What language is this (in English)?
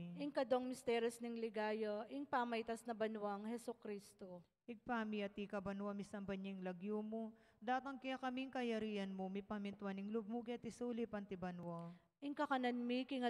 Pampanga